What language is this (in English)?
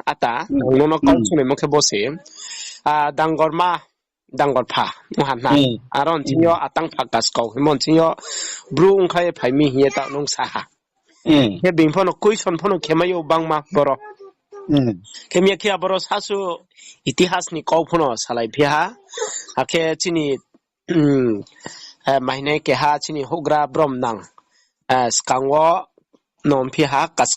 Riang (India)